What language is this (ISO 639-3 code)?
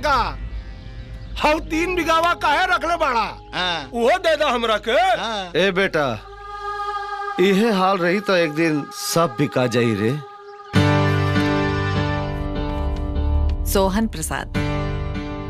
bho